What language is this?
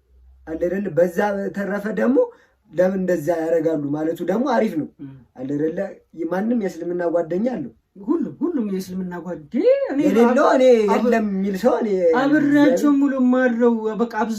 Amharic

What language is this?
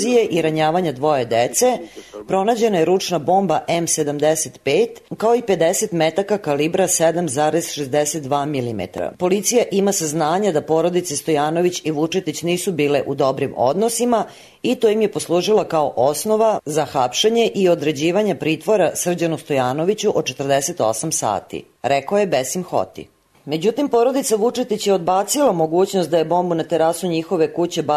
Serbian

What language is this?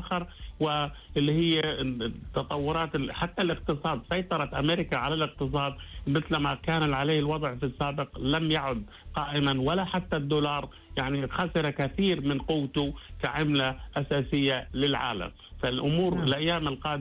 Arabic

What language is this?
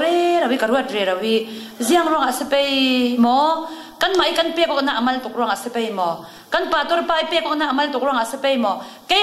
Falam Chin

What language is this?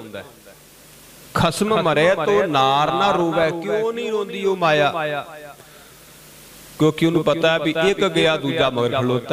Punjabi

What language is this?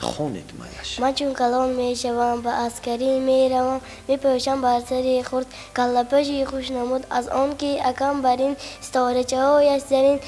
Tajik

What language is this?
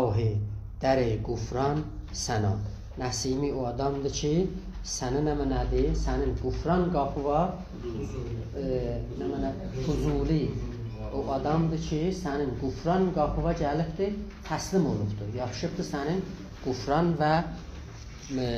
South Azerbaijani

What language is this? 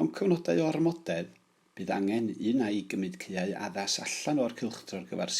Welsh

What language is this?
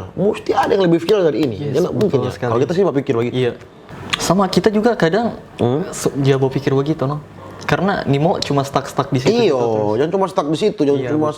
Manado Malay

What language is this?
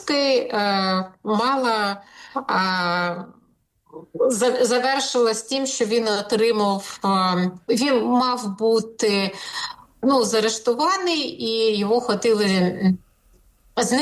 Ukrainian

